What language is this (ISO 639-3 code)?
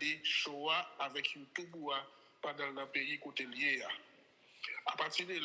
hat